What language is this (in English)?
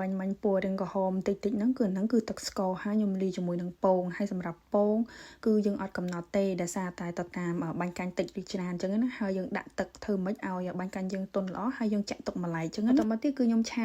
Khmer